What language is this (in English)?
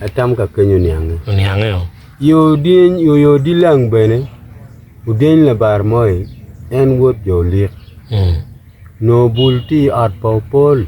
Acoli